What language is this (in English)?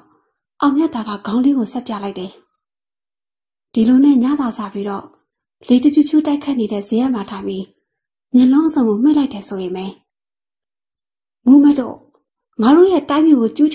Burmese